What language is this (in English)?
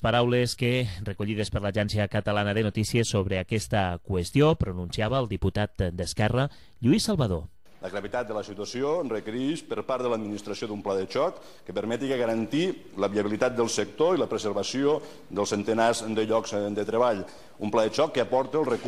Catalan